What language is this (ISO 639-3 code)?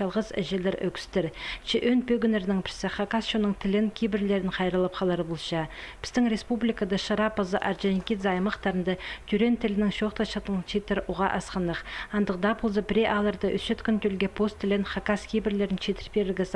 kjh